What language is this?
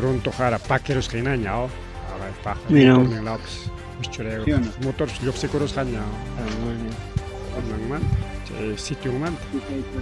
Ayacucho Quechua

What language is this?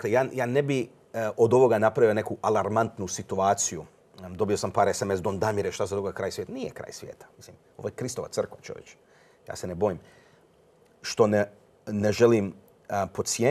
Croatian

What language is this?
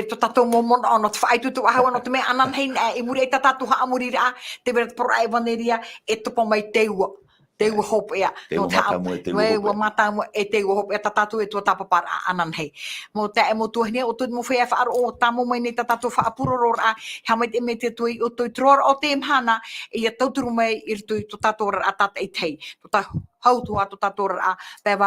Tahitian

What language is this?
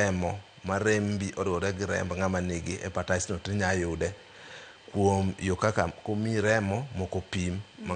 Luo (Kenya and Tanzania)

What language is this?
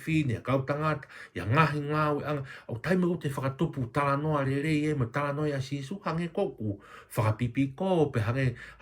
Tongan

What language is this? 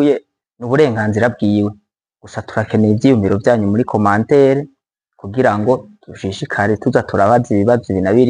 Rundi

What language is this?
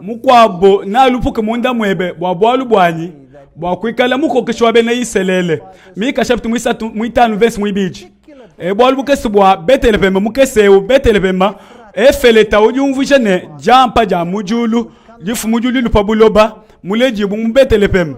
Luba-Lulua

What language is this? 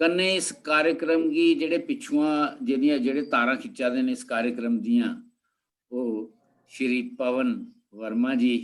Dogri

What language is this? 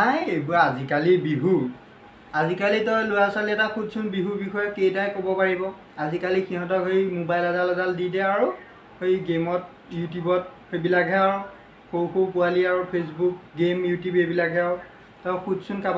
Assamese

